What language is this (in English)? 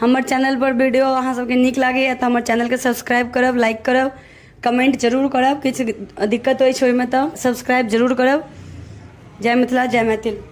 Maithili